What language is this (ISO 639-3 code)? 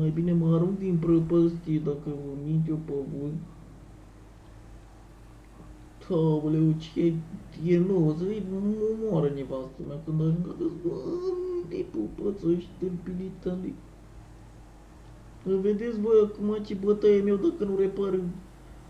ron